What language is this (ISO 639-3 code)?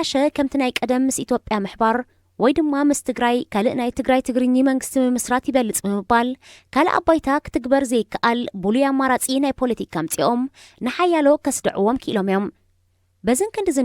tir